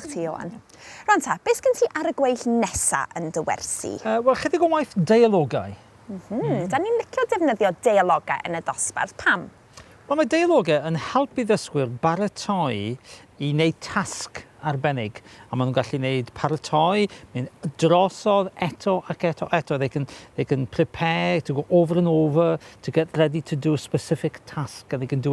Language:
Welsh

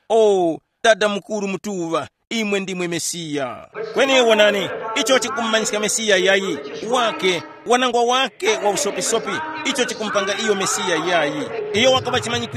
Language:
Tumbuka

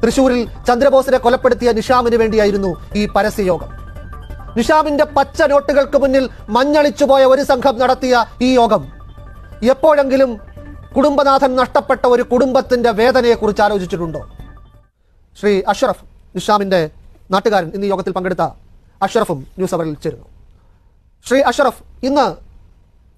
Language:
Malayalam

